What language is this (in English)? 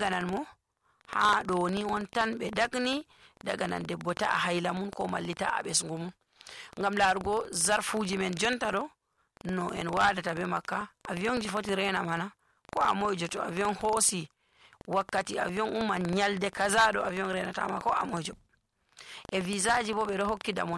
Nigerian Fulfulde